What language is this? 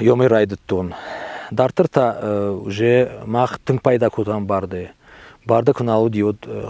Ossetic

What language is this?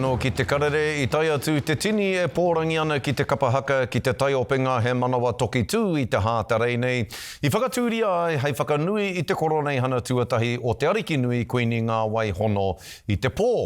Māori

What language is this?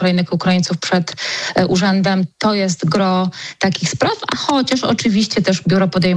Polish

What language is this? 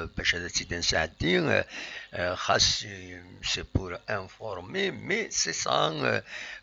Kabyle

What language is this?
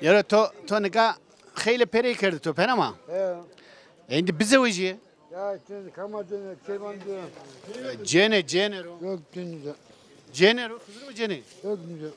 Zaza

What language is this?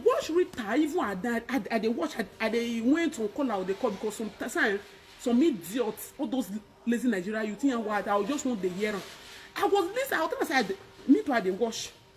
Nigerian Pidgin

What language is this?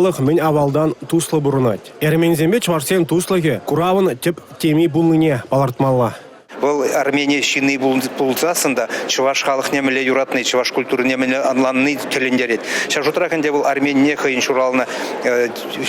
Chuvash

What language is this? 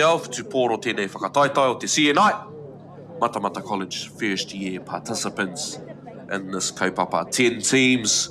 Māori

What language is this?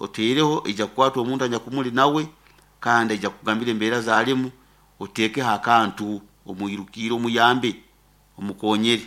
Nyoro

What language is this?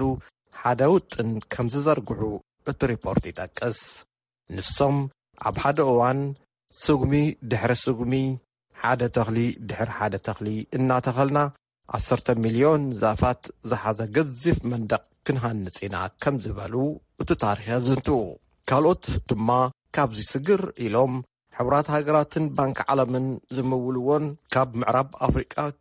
Tigrinya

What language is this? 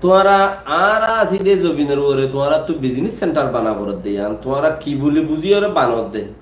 Rohingya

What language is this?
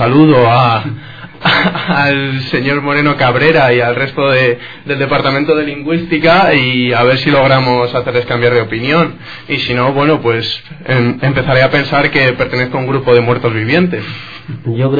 Spanish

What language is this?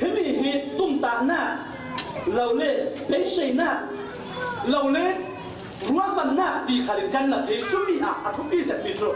Falam Chin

